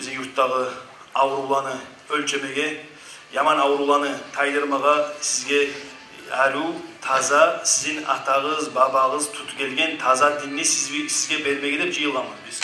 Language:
Kumyk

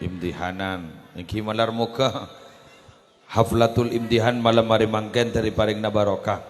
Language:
Madurese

